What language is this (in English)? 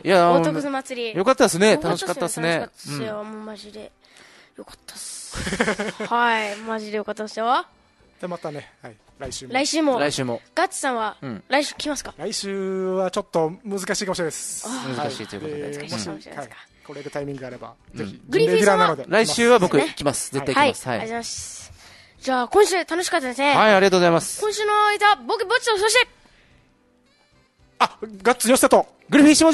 Japanese